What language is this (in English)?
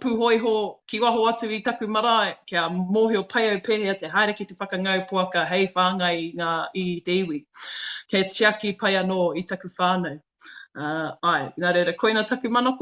Māori